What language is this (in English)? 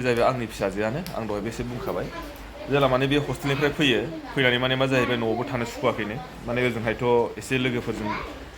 Bodo